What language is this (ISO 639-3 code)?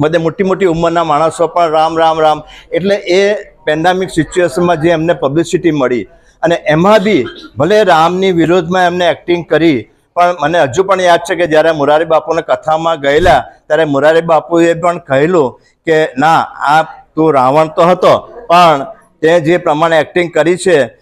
guj